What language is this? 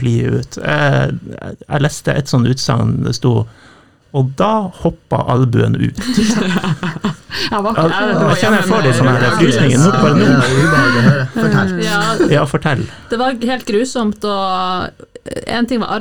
Norwegian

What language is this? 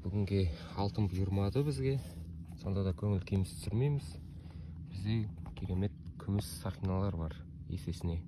Kazakh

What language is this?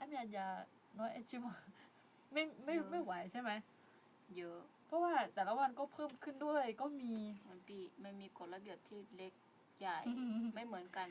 Akha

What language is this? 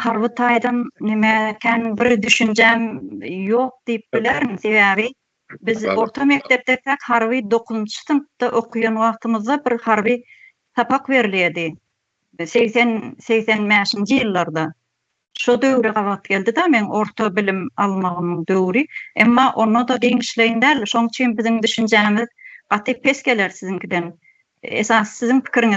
Turkmen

